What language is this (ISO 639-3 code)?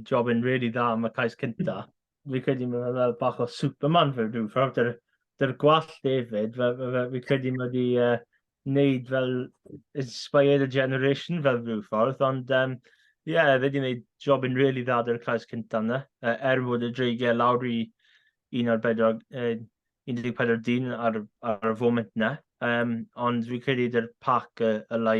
cym